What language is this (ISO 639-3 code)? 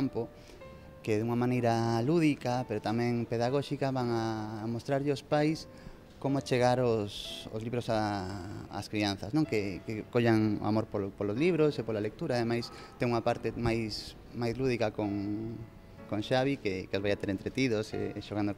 glg